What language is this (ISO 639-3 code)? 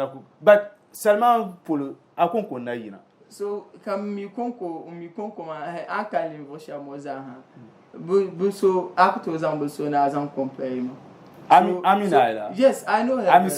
dag